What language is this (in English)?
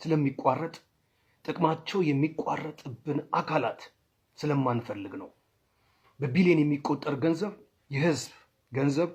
Amharic